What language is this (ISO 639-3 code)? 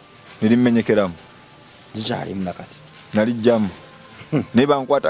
lug